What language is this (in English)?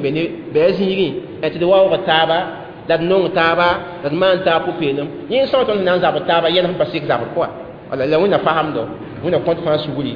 Mossi